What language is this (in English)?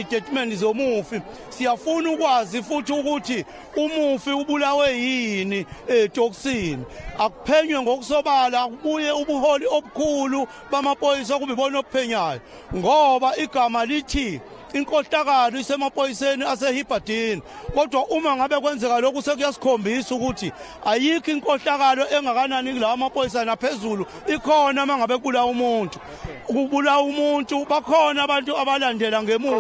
Zulu